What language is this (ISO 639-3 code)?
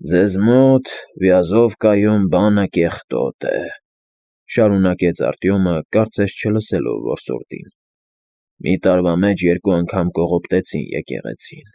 hye